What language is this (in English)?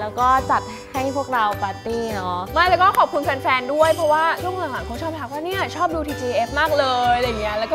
Thai